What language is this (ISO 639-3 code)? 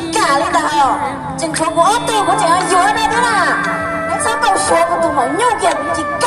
hmn